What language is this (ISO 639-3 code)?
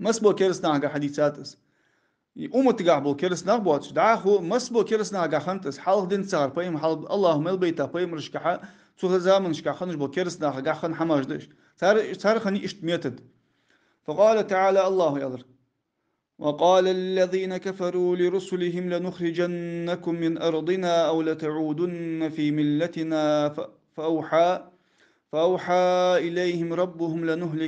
inh